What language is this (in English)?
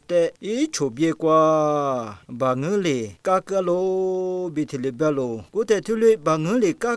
Lisu